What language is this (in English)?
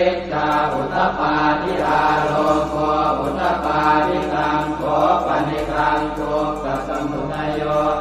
Pali